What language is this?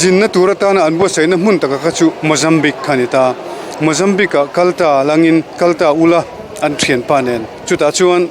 Mizo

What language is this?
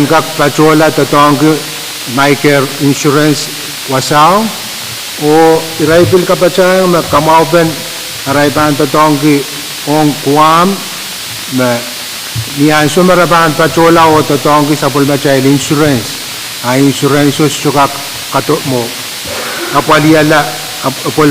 Pohnpeian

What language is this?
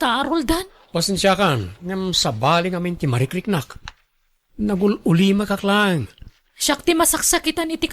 Iloko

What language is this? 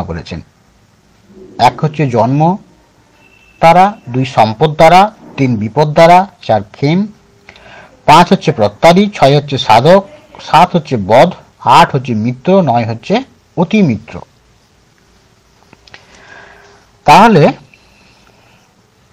Bangla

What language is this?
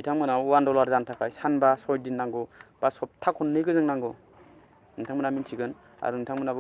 Bodo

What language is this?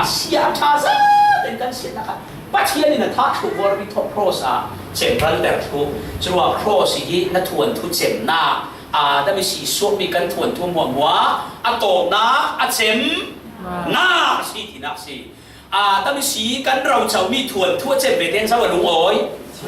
Falam Chin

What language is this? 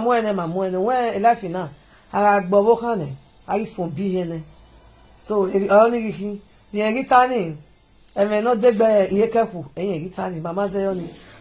Nigerian Pidgin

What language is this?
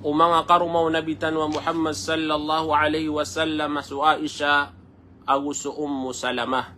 Maranao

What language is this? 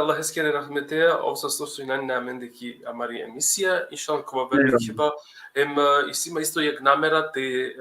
Balkan Romani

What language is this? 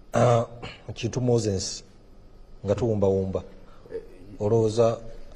Ganda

